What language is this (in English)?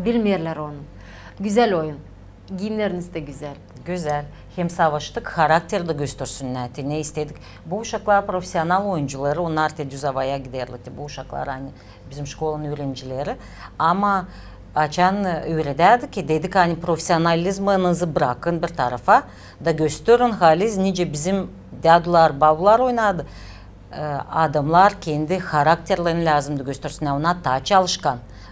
Gagauz